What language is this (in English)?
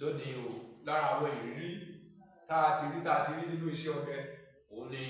Yoruba